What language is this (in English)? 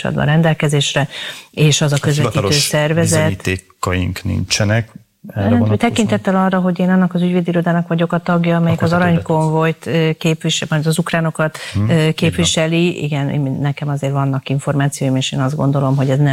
Hungarian